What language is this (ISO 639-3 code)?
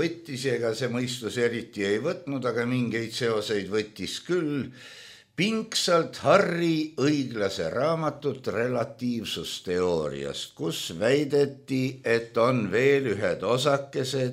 est